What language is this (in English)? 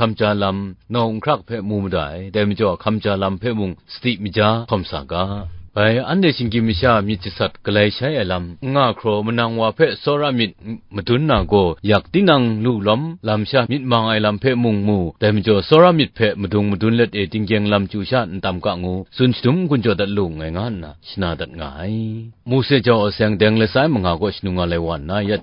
Kachin